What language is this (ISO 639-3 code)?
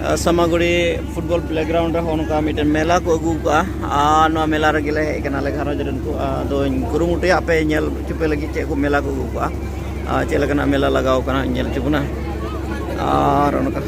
sat